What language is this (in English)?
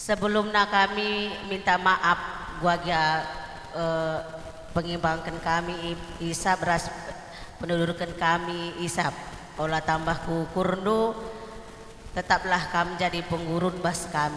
Batak Karo